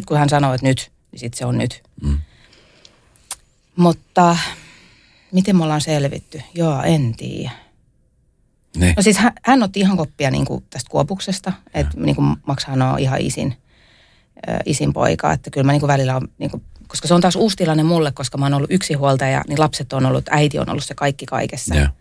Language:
Finnish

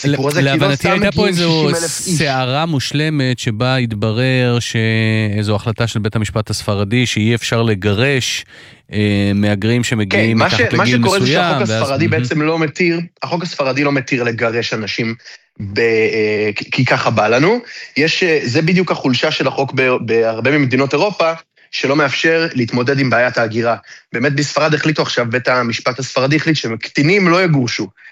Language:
Hebrew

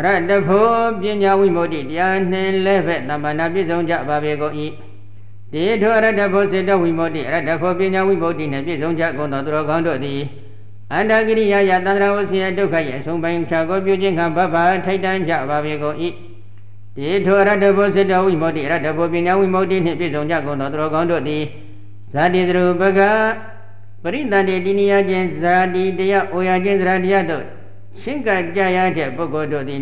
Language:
Burmese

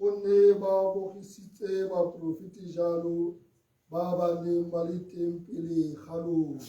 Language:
Tswana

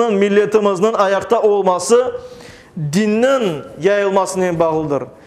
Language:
Crimean Tatar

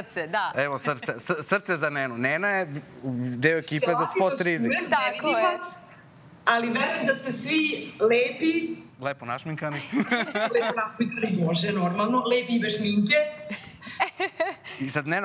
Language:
Serbian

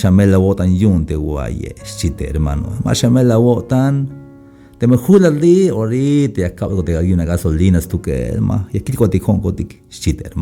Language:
Tzeltal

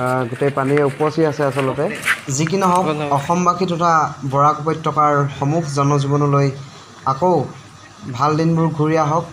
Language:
Assamese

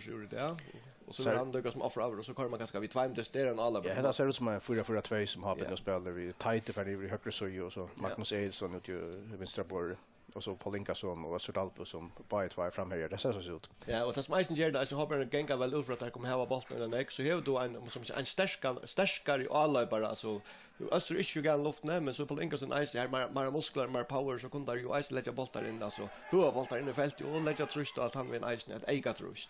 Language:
Faroese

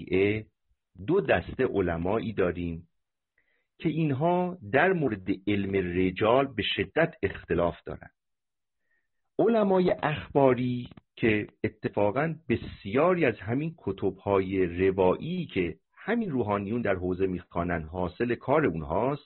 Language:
Persian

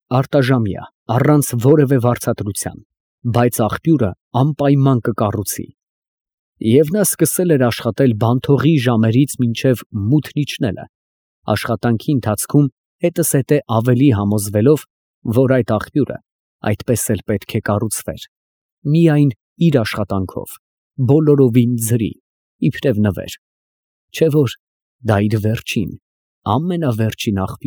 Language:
Armenian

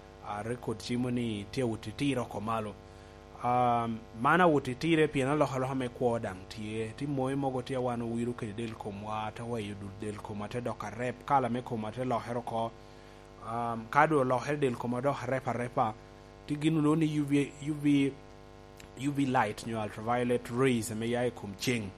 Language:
Lango (Uganda)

